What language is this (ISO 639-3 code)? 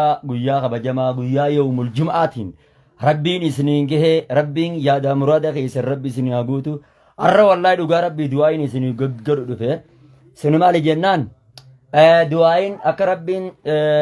orm